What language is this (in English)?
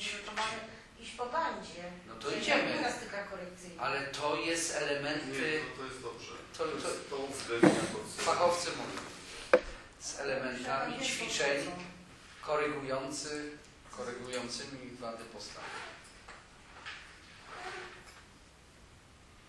Polish